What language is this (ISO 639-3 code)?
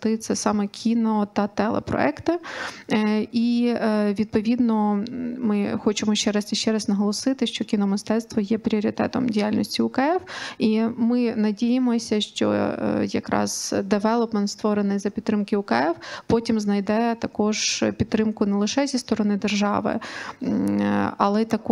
ukr